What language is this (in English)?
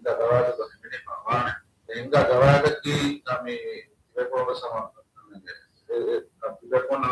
Divehi